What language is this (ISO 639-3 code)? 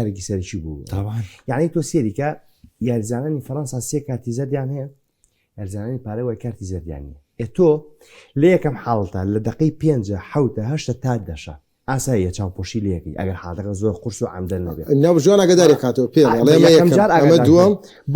ckb